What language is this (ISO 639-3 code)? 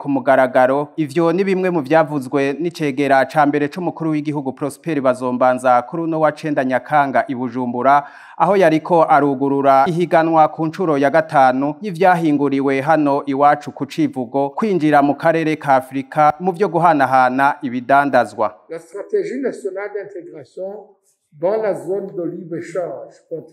run